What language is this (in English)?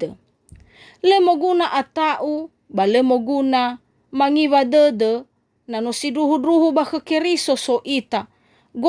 Nias